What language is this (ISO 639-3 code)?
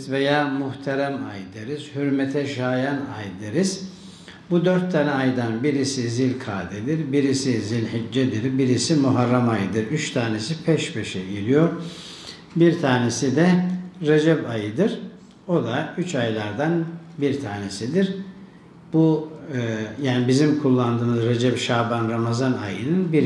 tur